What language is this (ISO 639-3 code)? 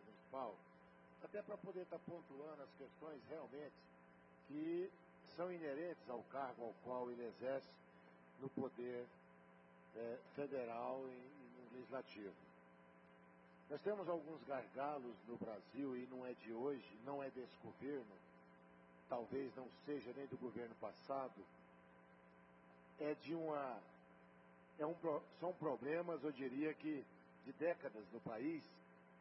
por